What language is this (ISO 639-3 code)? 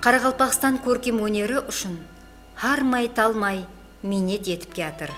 kaa